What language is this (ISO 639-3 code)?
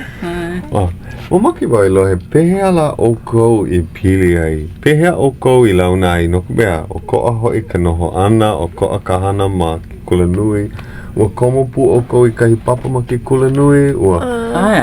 haw